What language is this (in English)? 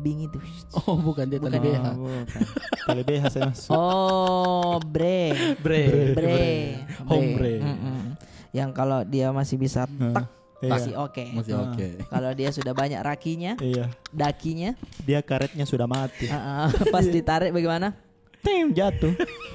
Makassar Malay